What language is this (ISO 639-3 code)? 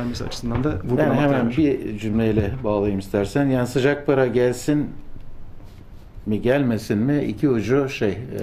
tur